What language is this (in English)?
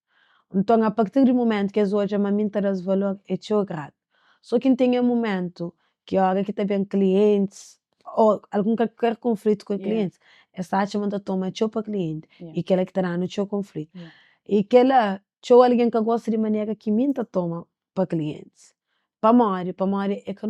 Kabuverdianu